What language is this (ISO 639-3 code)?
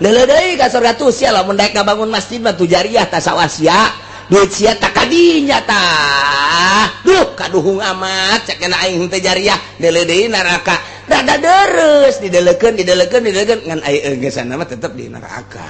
sun